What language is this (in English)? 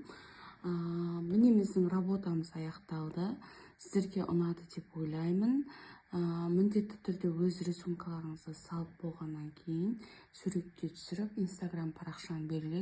Kazakh